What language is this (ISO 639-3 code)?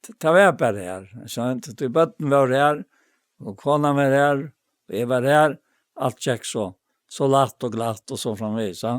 fao